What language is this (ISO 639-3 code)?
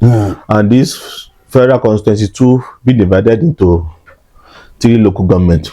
yor